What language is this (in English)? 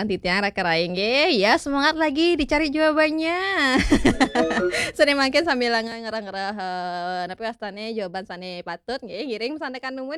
Balinese